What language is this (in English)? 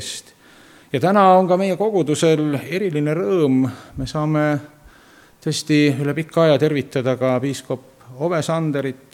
Estonian